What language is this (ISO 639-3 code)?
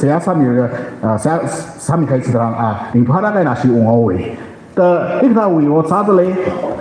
nmf